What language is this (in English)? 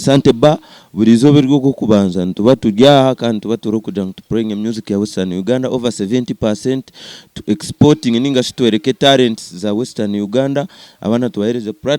Nyankole